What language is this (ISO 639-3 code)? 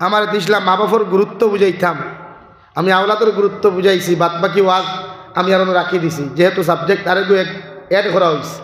syl